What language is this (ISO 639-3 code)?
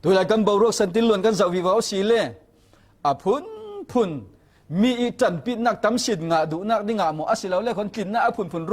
cfm